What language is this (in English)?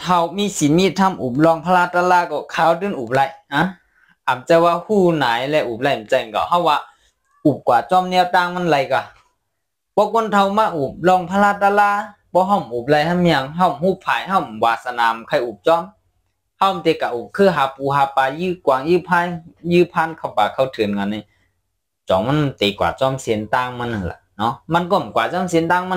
Shan